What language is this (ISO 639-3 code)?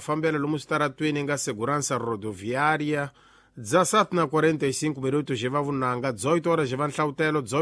tso